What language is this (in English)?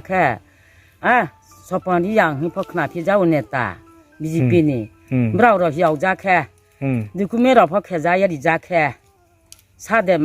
Riang (India)